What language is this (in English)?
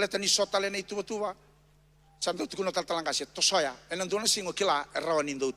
Fijian